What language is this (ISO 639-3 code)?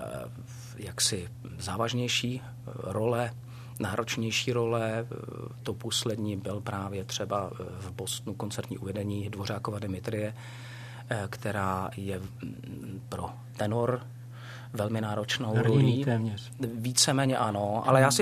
ces